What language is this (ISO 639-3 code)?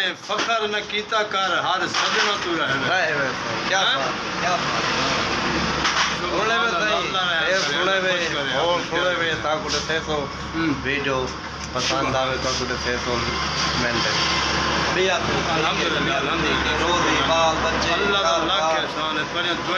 skr